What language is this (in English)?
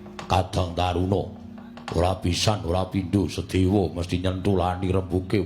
Javanese